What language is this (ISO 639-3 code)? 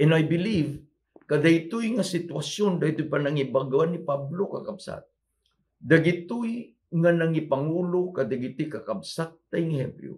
ilo